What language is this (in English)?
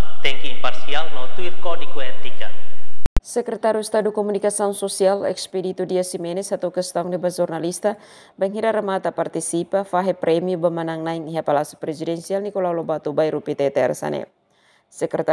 Tetum